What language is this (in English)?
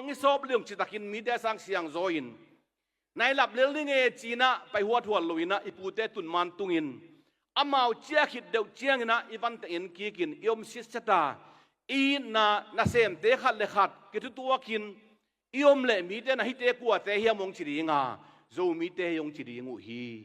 Tedim Chin